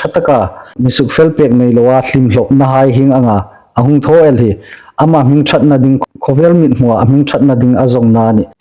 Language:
Hmar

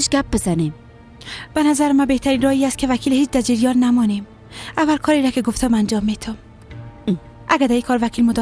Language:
Persian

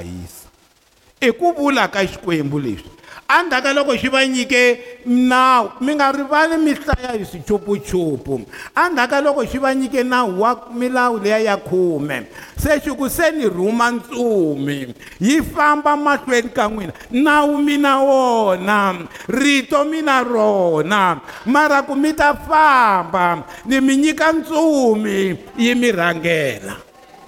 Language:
Tsonga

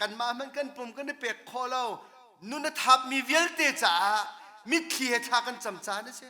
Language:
Hakha Chin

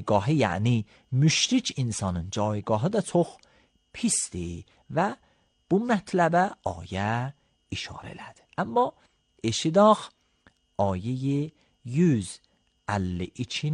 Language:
Azerbaijani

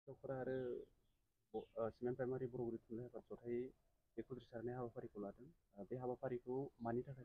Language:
Bodo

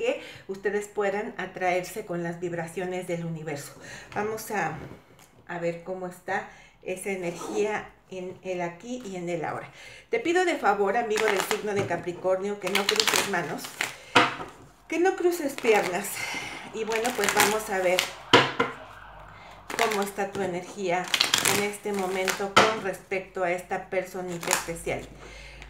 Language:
Spanish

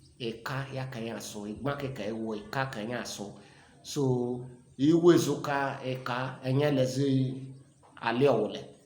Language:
Igbo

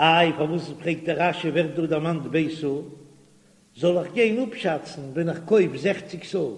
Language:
Yiddish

